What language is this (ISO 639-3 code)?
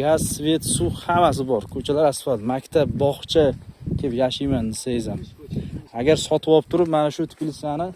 uzb